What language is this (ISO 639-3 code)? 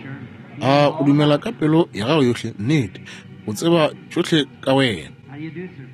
nso